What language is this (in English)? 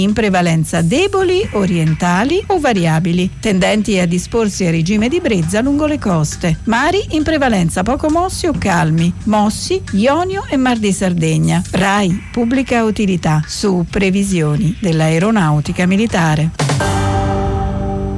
Italian